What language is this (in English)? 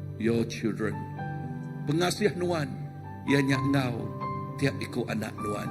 Iban